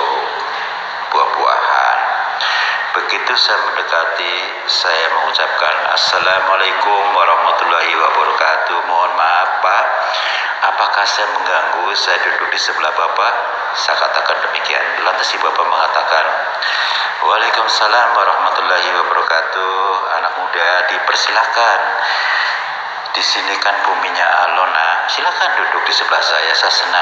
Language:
Indonesian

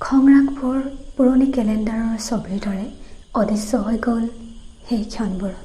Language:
Assamese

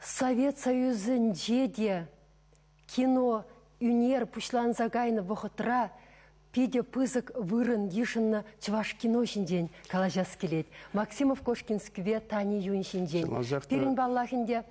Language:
Chuvash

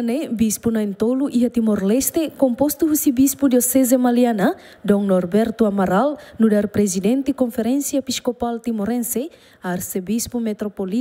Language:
Tetum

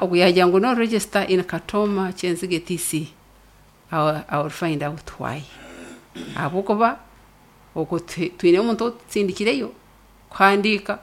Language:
Nyankole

